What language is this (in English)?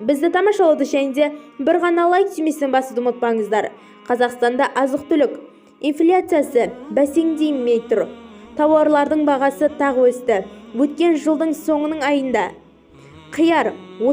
Kazakh